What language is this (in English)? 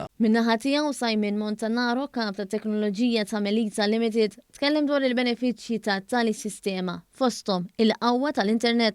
Maltese